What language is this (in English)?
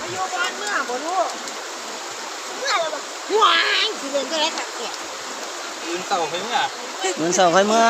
Northeastern Thai